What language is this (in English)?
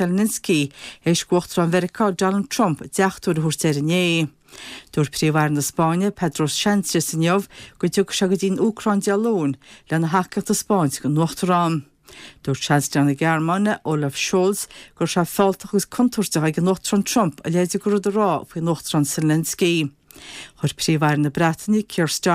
Irish